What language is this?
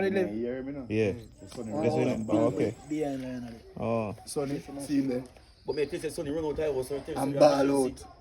Jamaican Creole English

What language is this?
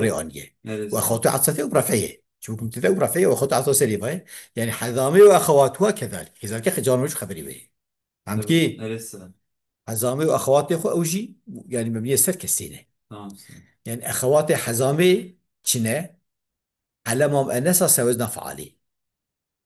Kurdish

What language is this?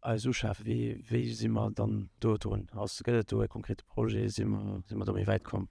Luxembourgish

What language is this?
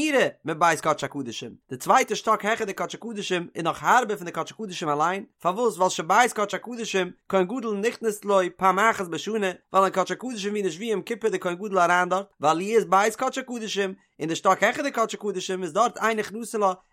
Yiddish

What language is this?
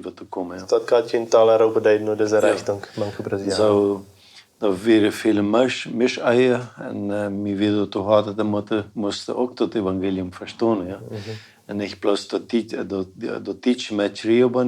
Plautdietsch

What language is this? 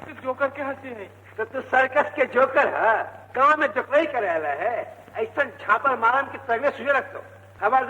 Magahi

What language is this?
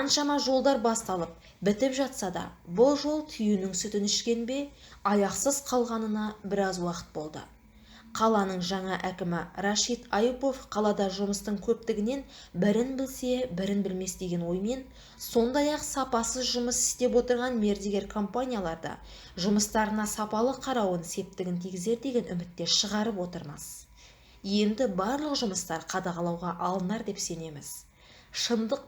Kazakh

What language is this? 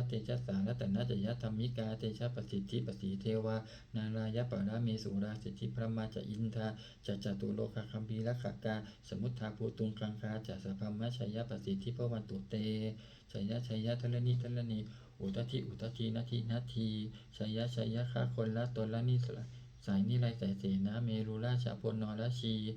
Pali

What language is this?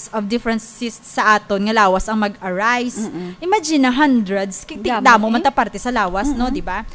Hiligaynon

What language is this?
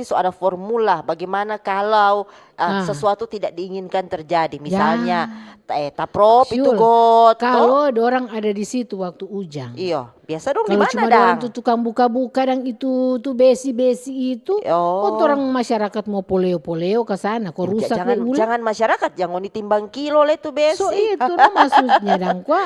Manado Malay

